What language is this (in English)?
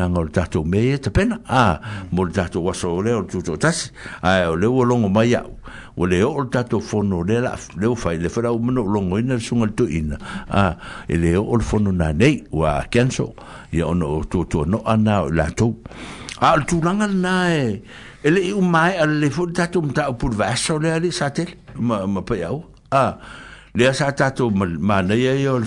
Samoan